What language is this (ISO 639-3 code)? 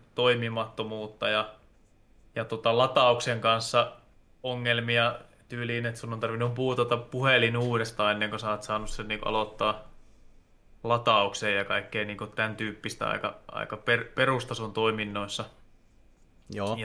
fin